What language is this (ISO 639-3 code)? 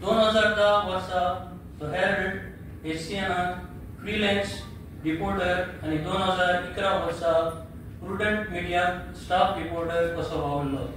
kok